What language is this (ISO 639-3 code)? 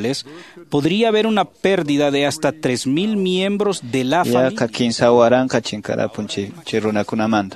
que